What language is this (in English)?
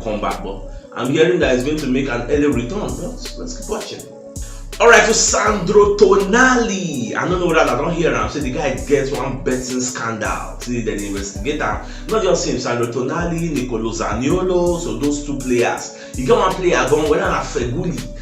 Nigerian Pidgin